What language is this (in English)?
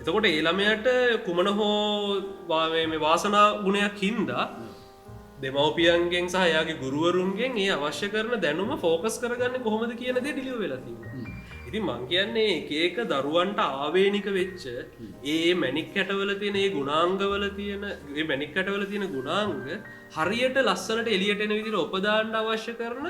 Sinhala